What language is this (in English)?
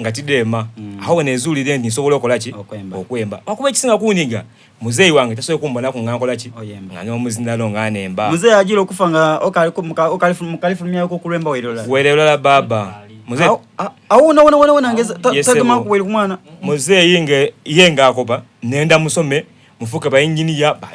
Soga